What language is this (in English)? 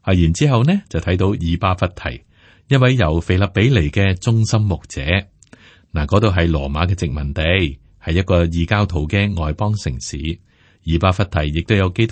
Cantonese